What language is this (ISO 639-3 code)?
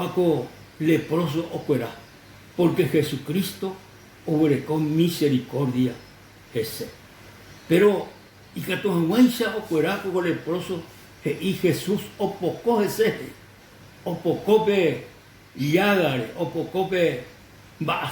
grn